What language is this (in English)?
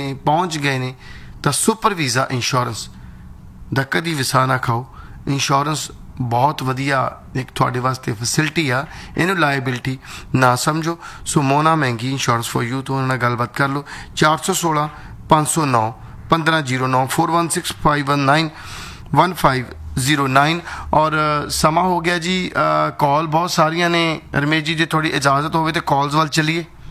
Punjabi